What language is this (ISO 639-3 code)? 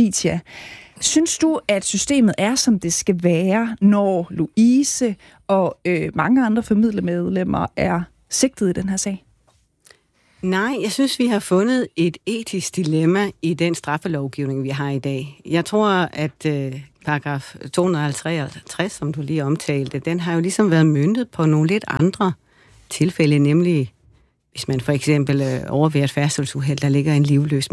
dan